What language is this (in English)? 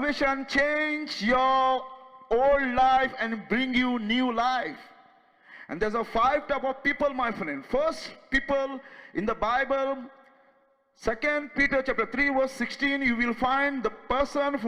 Konkani